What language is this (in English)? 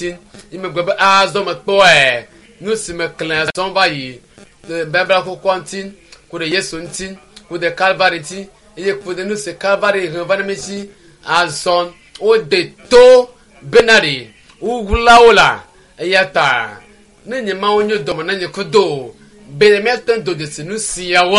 Ewe